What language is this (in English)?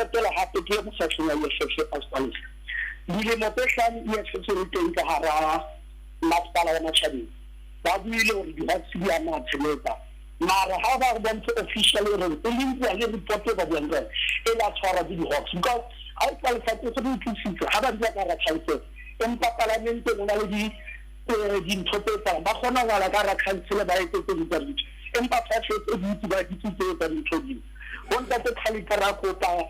Southern Sotho